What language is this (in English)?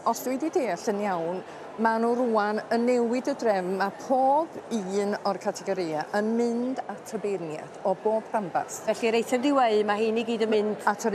Welsh